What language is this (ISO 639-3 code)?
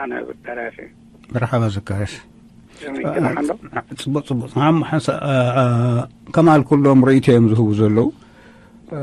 tir